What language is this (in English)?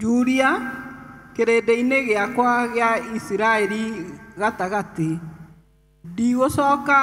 Kikuyu